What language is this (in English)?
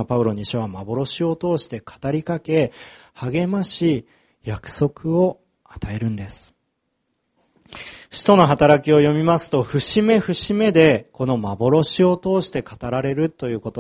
Japanese